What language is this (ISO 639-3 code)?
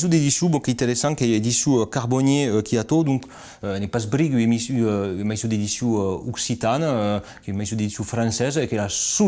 oci